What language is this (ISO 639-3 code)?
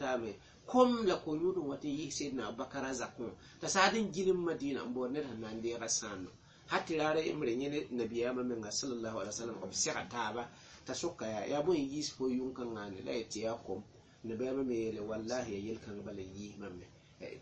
mos